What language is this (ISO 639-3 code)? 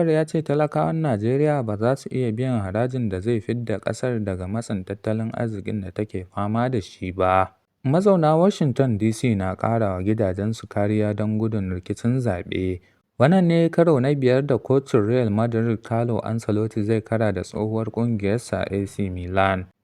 hau